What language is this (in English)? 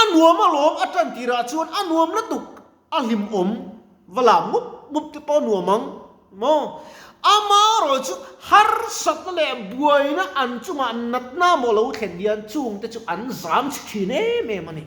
Mizo